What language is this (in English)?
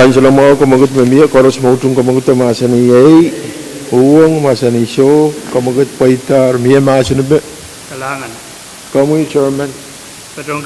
Pohnpeian